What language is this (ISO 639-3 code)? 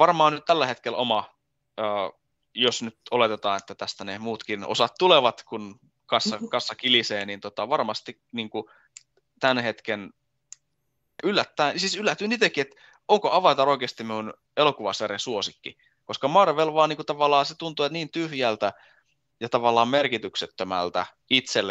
fin